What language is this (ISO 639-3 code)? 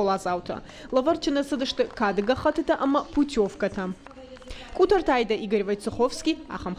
oss